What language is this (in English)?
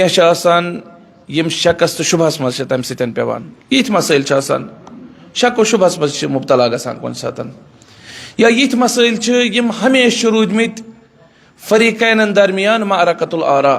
Kashmiri